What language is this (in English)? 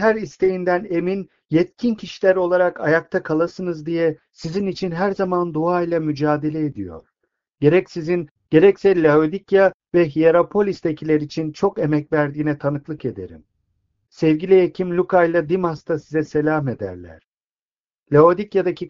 Turkish